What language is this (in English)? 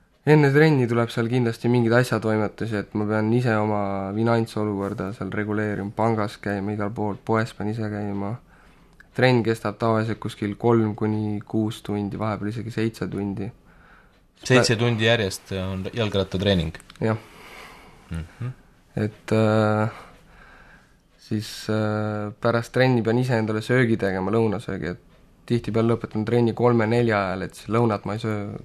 Estonian